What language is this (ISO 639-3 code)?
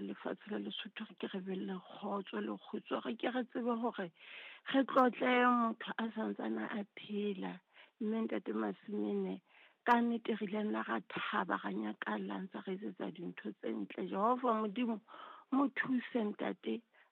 sot